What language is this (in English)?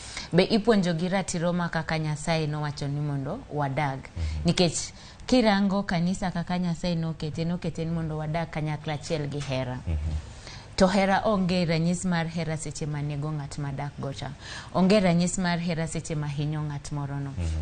Luo (Kenya and Tanzania)